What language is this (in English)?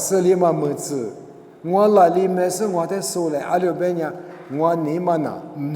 Lisu